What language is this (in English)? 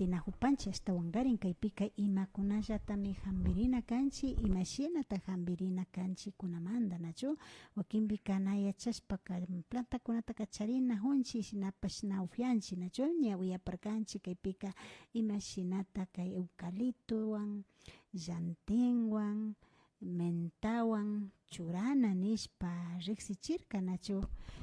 Imbabura Highland Quichua